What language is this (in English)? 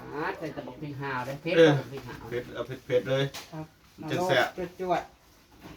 Northeastern Thai